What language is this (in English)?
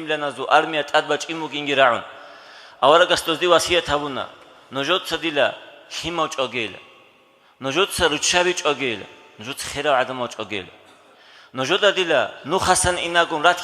Avaric